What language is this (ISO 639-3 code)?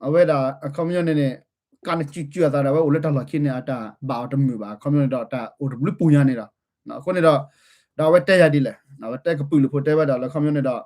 ksw